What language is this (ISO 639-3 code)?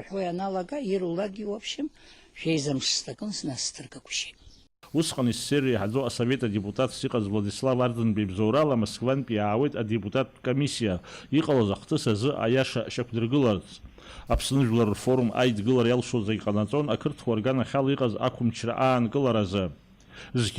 abk